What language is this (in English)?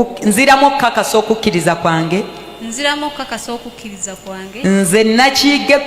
Ganda